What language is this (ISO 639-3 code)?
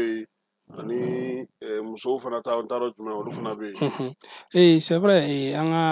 bam